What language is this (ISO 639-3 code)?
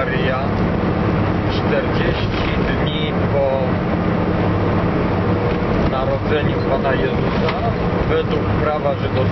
pol